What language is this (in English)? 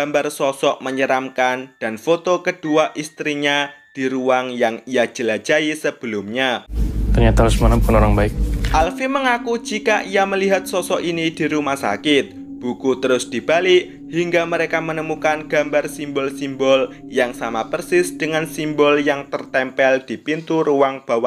Indonesian